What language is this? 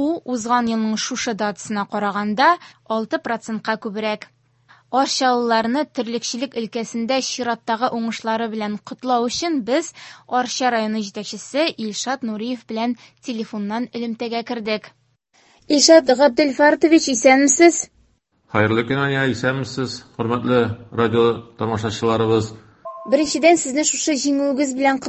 Tatar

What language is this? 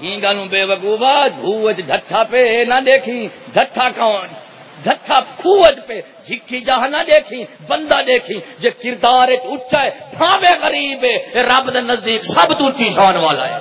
Saraiki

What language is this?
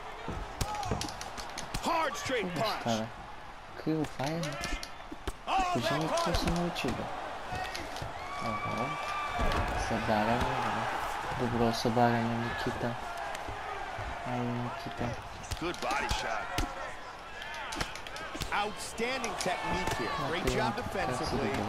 Bulgarian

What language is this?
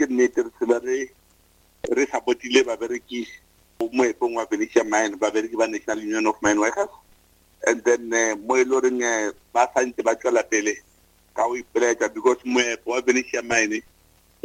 Northern Sotho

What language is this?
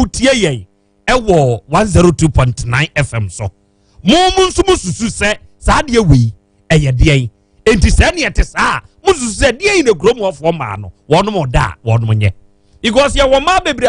Akan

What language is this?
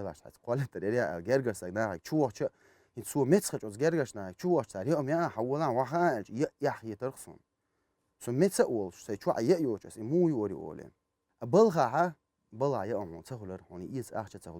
Chechen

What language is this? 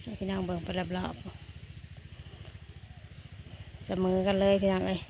Lao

